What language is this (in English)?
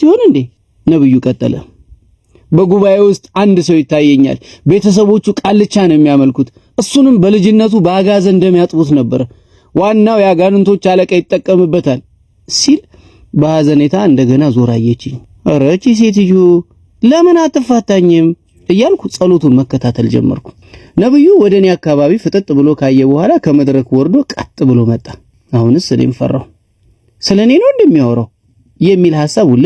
Amharic